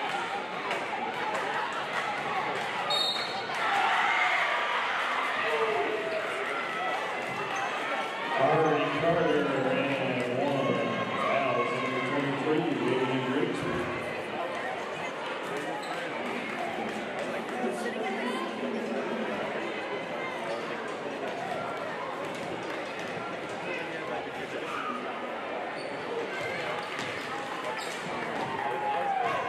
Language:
English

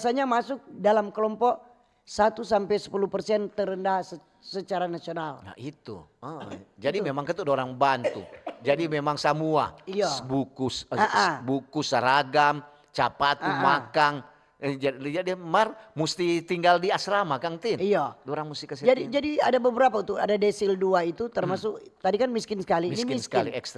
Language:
Manado Malay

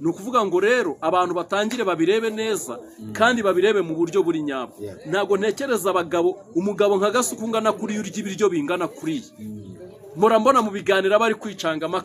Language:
Kinyarwanda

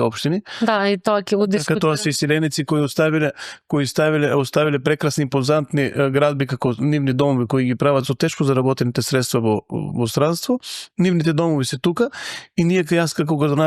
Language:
Macedonian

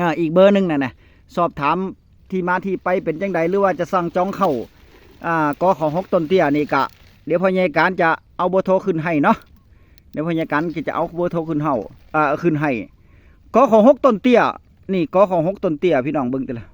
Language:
Northeastern Thai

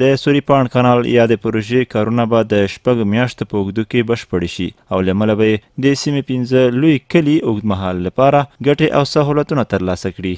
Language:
Pashto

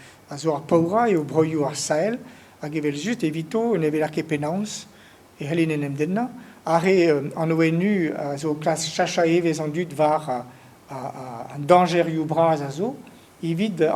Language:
Breton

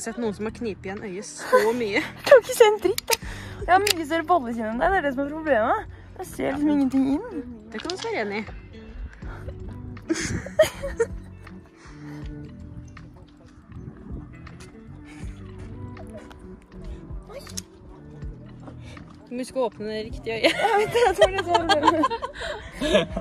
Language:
Norwegian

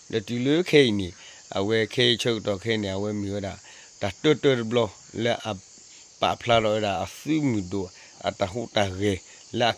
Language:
S'gaw Karen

